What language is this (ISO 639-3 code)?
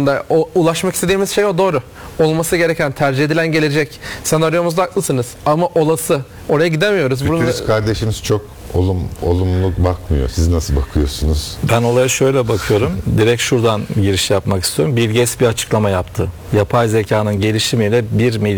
tur